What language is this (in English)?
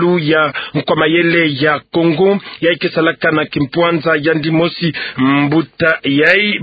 Kituba (Democratic Republic of Congo)